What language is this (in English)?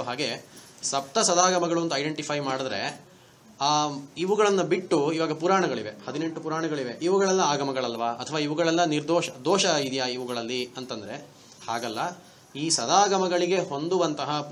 Kannada